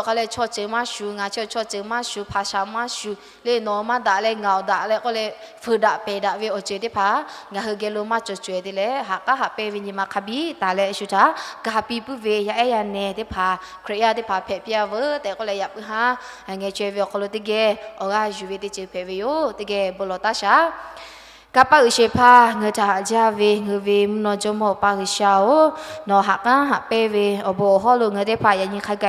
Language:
Lahu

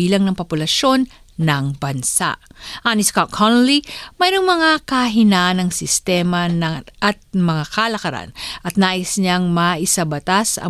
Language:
Filipino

